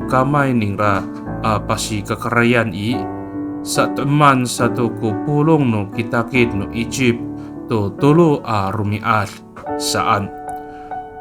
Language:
Amis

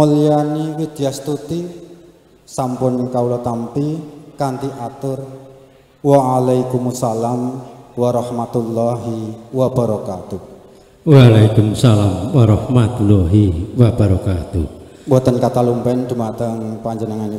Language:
Javanese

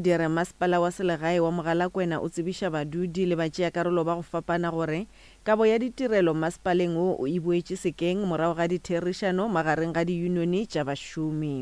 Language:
Northern Sotho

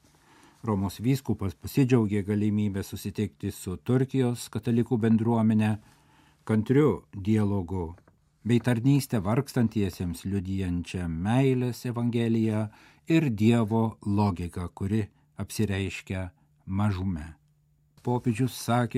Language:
Lithuanian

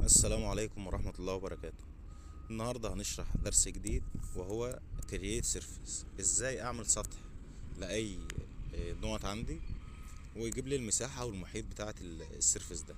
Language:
Egyptian Arabic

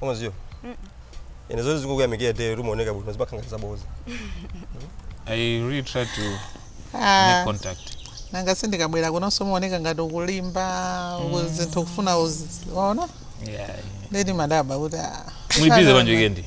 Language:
Nyanja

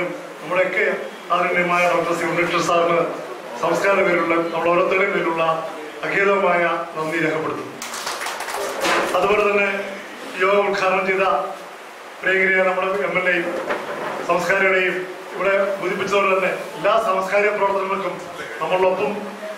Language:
Malayalam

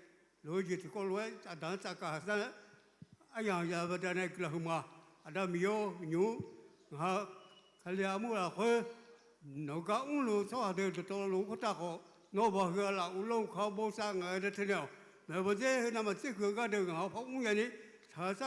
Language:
Akha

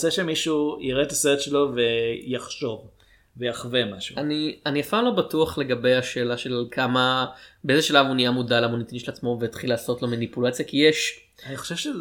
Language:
Hebrew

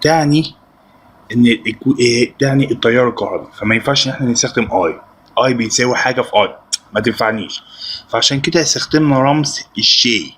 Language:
Egyptian Arabic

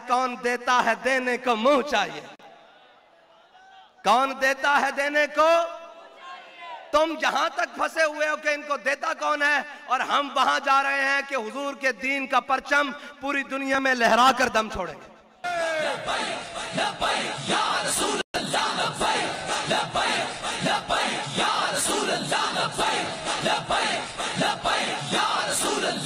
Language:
Urdu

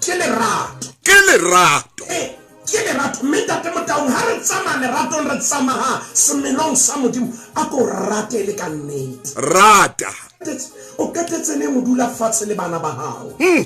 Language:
Southern Sotho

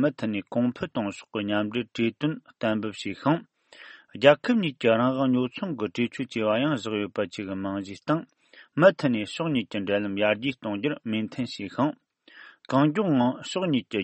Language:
Tibetan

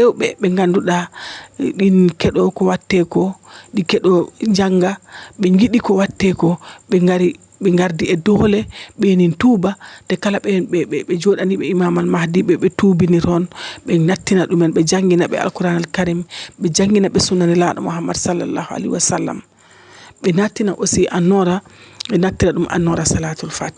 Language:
Fula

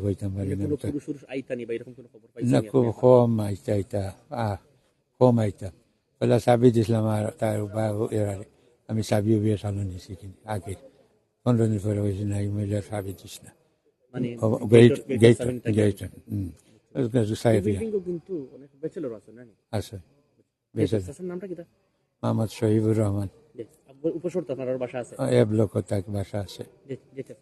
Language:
Sylheti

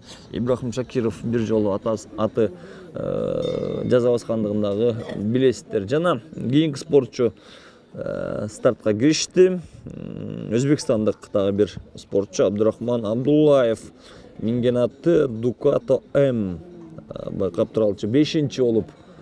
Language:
Kyrgyz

